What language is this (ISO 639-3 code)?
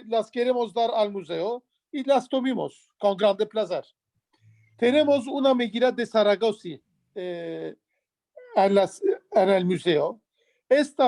lad